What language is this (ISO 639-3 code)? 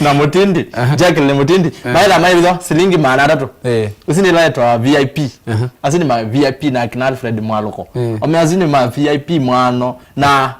kam